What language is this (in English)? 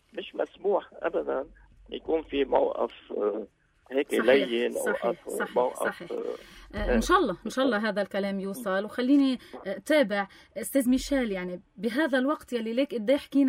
North Levantine Arabic